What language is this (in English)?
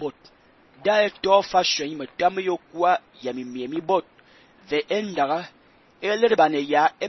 Fang